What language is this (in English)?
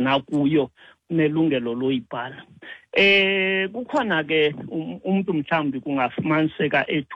Xhosa